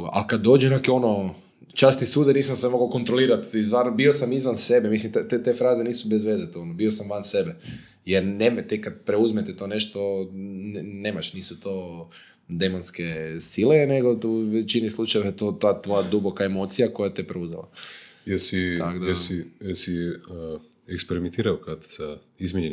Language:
Croatian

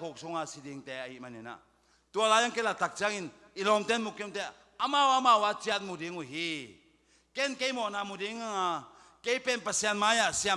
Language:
Tedim Chin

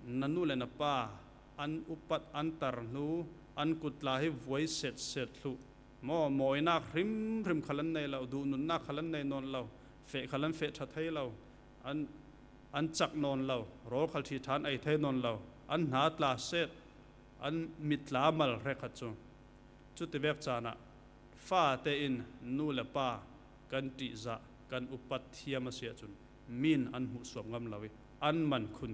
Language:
Falam Chin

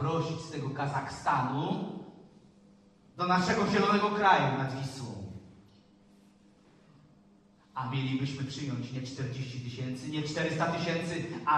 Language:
Polish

